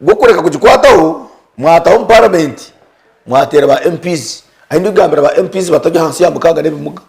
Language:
Nyankole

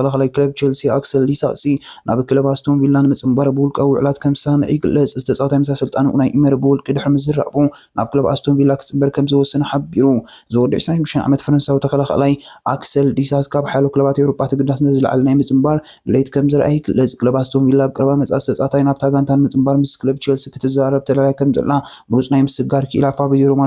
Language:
Tigrinya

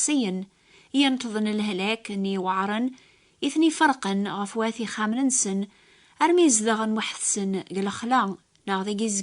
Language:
Kabyle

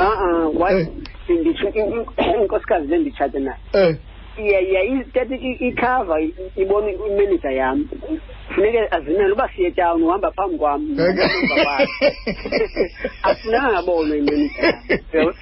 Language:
Xhosa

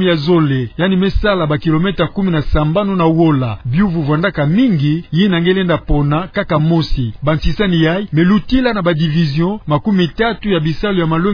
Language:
Kituba (Democratic Republic of Congo)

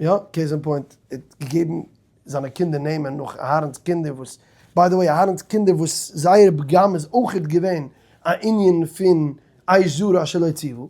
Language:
Yiddish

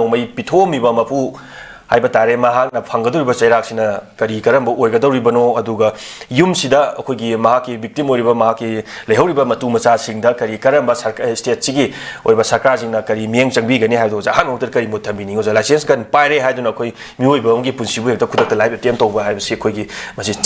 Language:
Manipuri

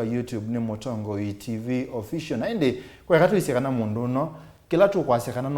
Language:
Kamba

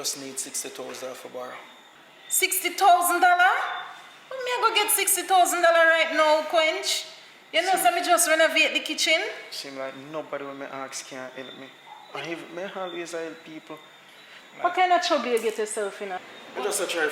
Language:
Jamaican Creole English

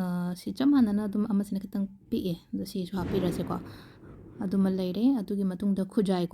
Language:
Manipuri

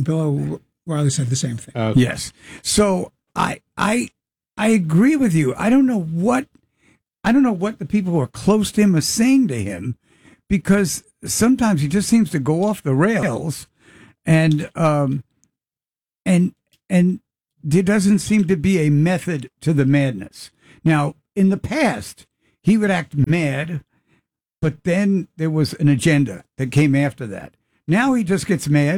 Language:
English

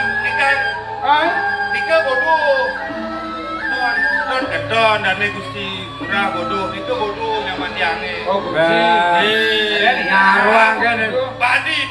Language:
Balinese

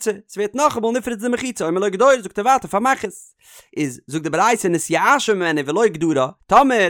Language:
Yiddish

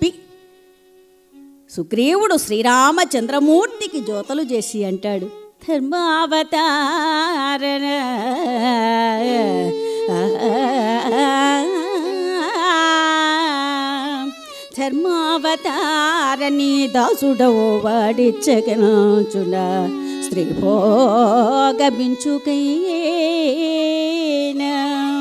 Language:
Telugu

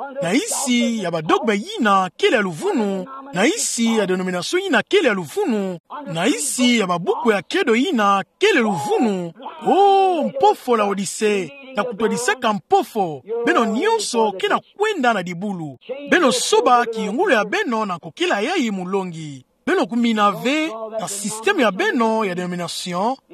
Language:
Kituba (Democratic Republic of Congo)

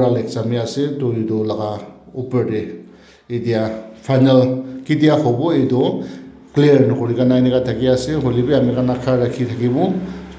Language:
Naga Pidgin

